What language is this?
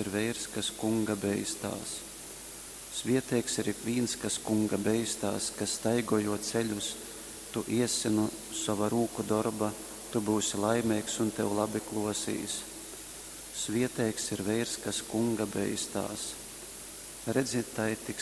Latgalian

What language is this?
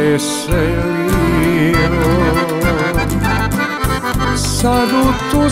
Croatian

